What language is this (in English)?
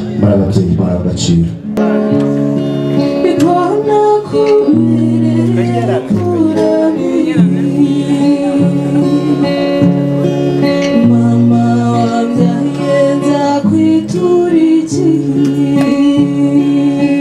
Kinyarwanda